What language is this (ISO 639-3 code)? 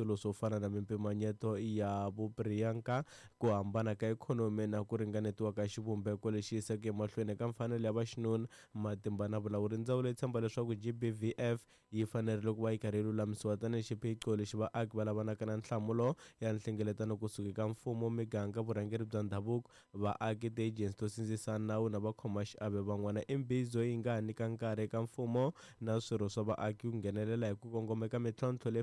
tso